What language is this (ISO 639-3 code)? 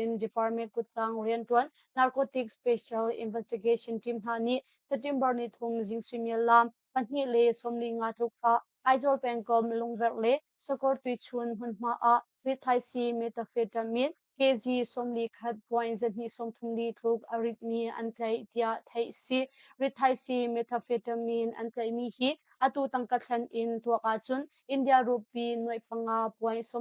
cnh